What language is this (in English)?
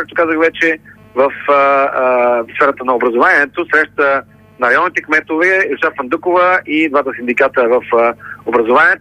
Bulgarian